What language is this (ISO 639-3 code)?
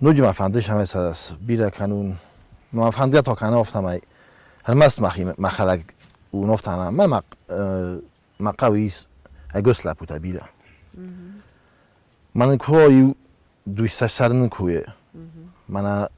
oss